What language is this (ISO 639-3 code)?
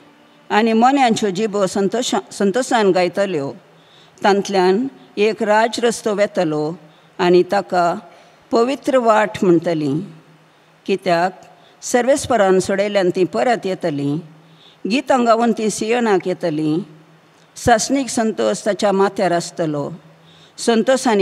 kok